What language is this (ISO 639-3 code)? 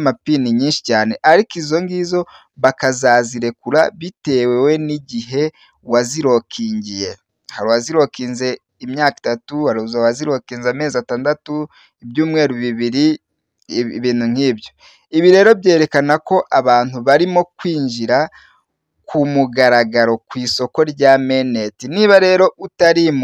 kin